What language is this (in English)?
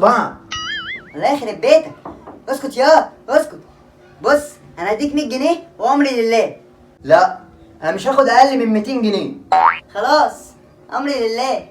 Egyptian Arabic